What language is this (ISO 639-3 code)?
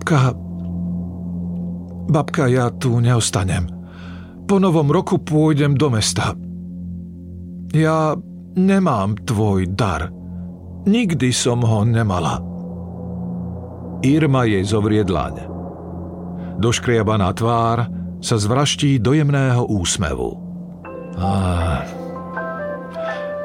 slk